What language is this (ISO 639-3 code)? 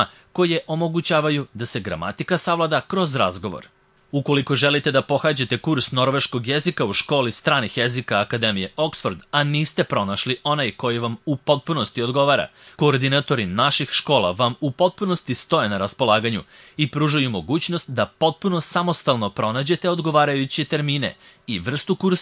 srp